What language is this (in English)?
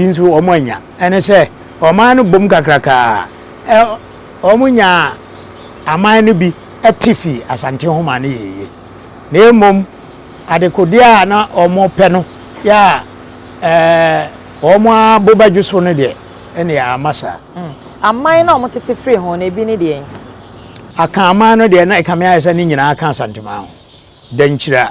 Akan